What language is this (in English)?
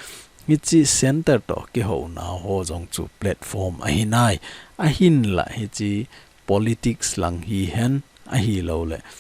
Thado Chin